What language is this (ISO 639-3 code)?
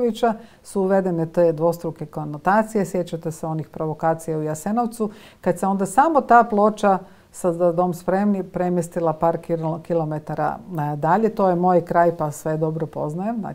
hrv